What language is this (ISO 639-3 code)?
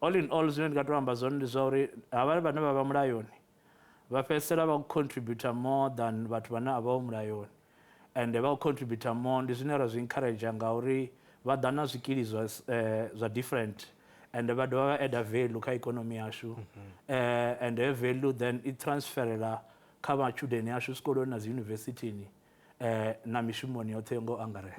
ven